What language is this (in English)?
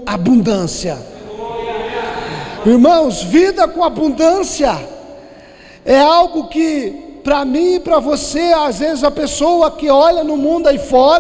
Portuguese